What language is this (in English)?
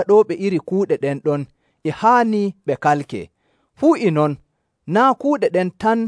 Nigerian Fulfulde